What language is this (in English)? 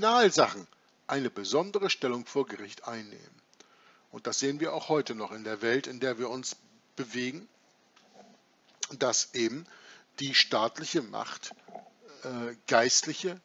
German